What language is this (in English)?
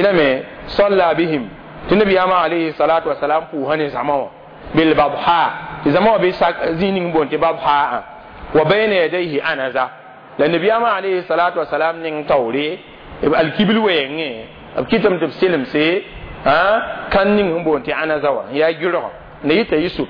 Mossi